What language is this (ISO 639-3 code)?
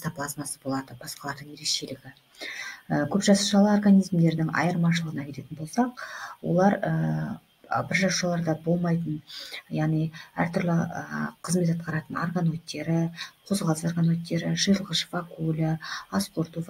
kaz